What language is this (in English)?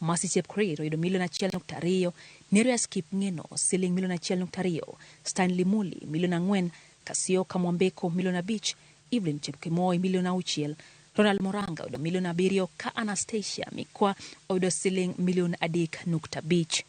Luo (Kenya and Tanzania)